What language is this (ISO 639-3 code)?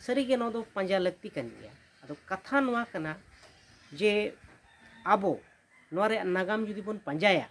sat